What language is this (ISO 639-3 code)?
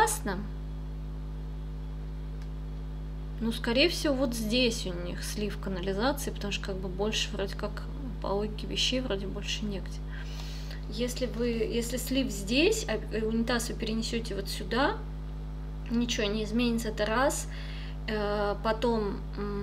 rus